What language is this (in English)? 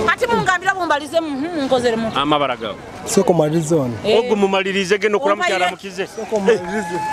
Nyoro